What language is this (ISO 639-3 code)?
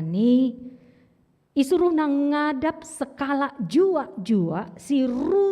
btx